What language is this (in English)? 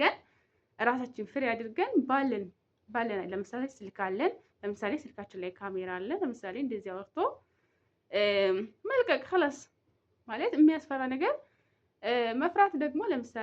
Amharic